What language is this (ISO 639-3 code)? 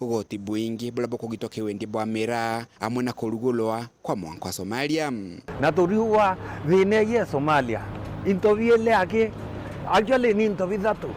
mer